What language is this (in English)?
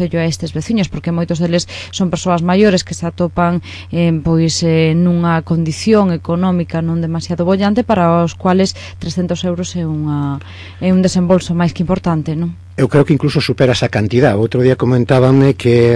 Galician